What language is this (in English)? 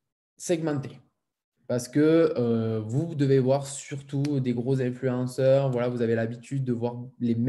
French